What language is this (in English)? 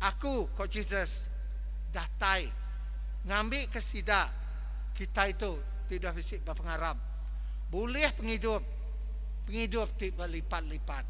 Iban